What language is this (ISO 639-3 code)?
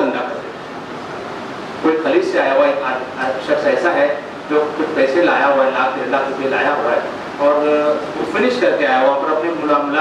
urd